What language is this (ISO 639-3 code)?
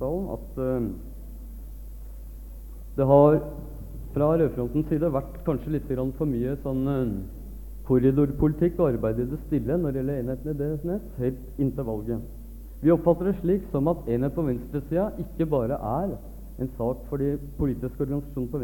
nor